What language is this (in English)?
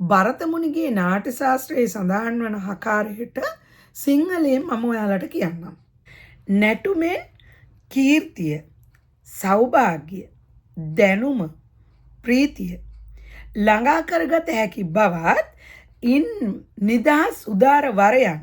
Sinhala